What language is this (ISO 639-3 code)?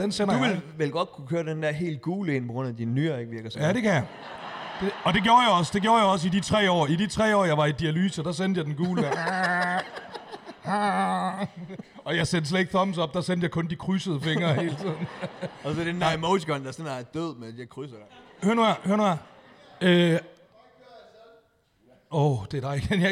dan